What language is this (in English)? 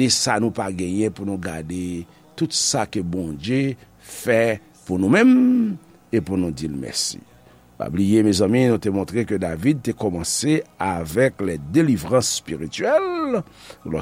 Haitian Creole